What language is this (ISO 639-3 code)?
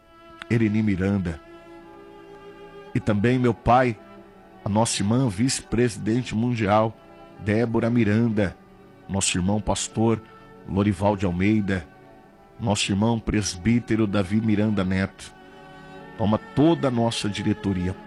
por